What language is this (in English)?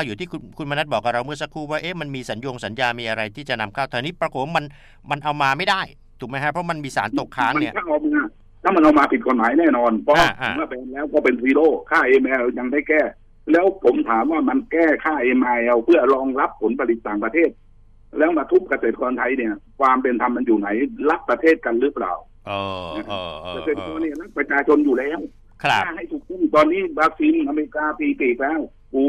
Thai